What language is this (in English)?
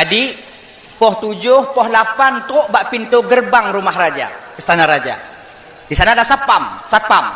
Achinese